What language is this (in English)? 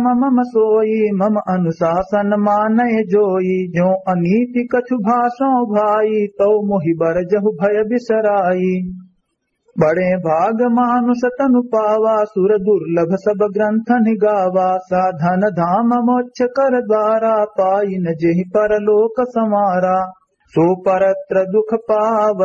Awadhi